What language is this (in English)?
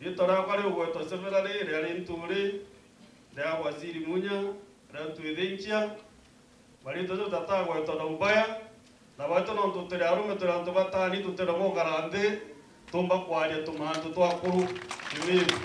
Meru